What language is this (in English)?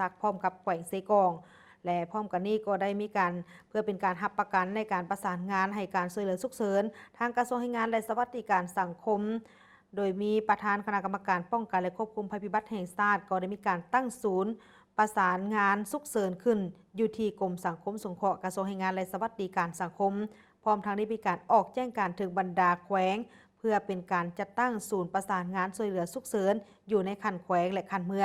Lao